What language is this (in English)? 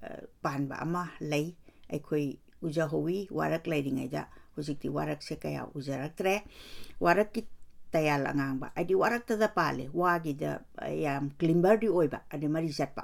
Manipuri